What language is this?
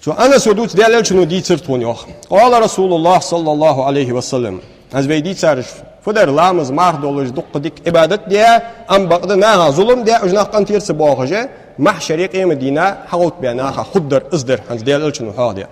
Ingush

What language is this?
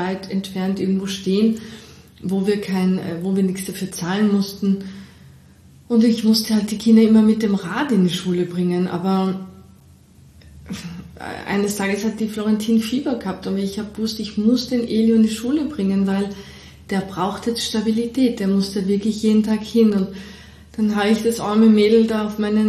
German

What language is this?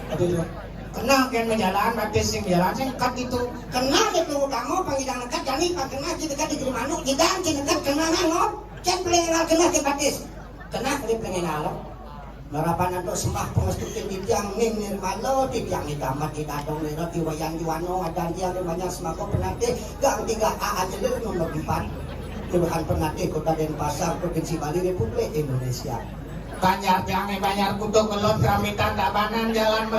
Balinese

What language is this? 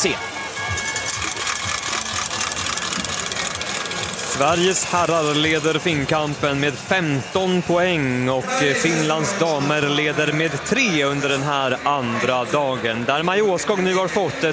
Swedish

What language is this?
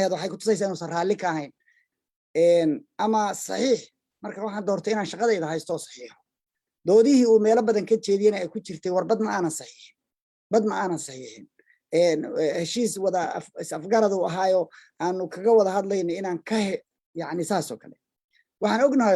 Somali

